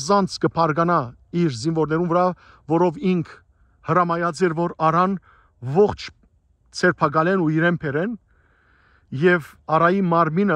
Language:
Western Armenian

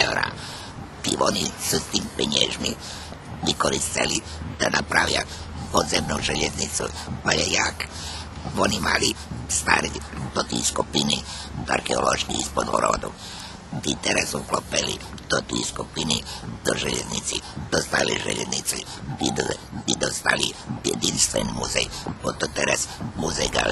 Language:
Rusyn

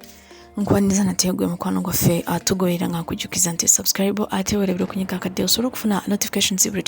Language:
Ganda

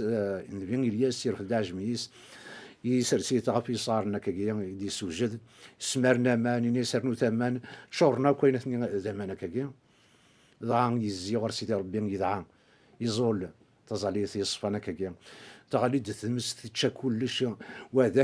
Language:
Kabyle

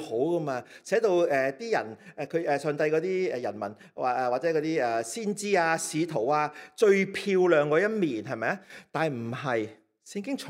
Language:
Cantonese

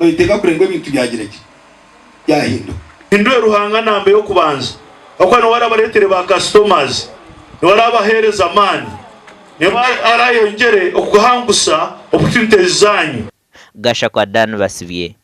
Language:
Nyankole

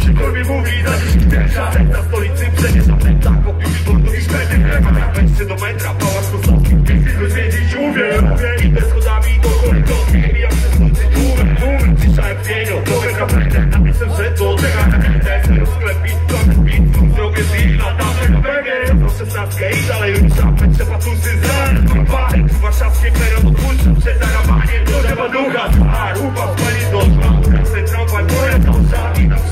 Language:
Polish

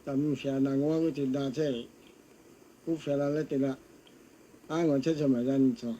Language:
Lahu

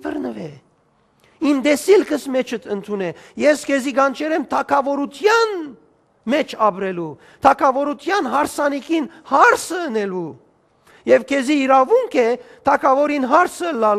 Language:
Western Armenian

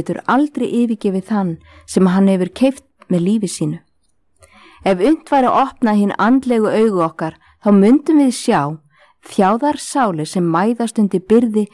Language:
Icelandic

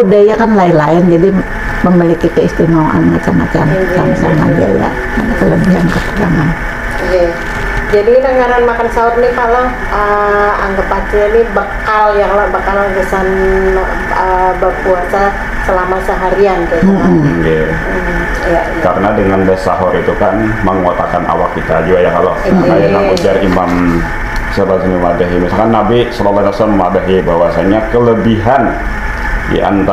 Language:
Banjar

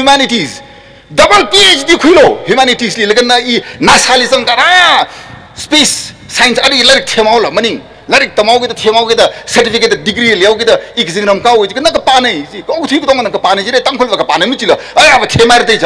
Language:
Tangkhul Naga (India)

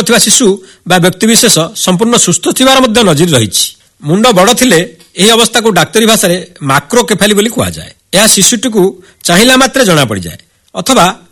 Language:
Odia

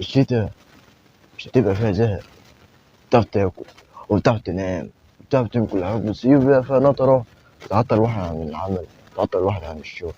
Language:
Egyptian Arabic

